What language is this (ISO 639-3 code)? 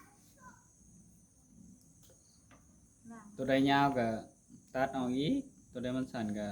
tts